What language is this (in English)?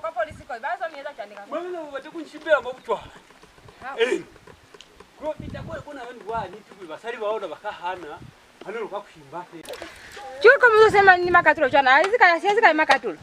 Lozi